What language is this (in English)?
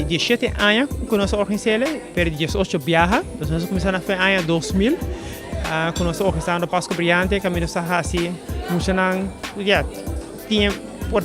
Papiamento